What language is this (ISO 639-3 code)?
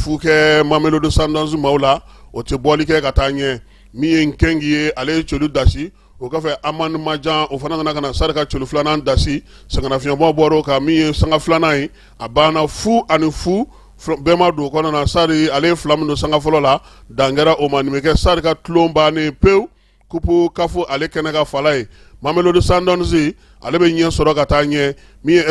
bam